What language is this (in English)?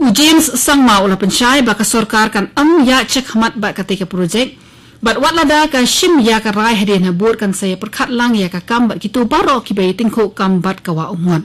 Khasi